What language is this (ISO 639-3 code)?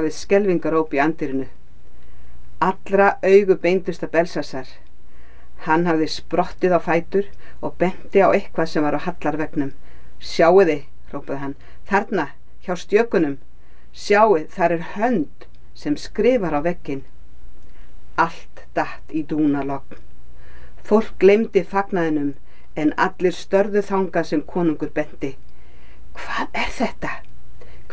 isl